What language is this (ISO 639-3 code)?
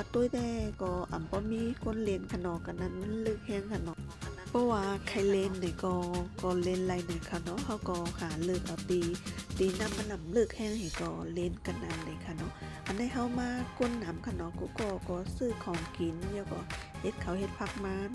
shn